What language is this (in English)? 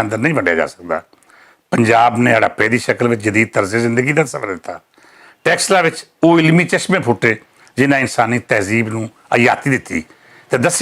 Western Panjabi